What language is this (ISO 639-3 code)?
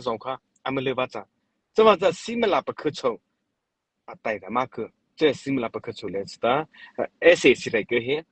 mrh